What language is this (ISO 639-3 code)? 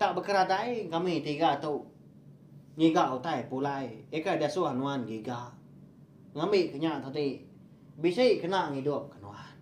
iba